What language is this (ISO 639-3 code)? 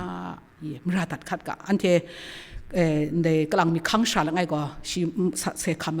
kac